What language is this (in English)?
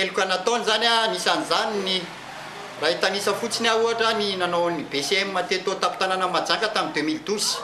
Malagasy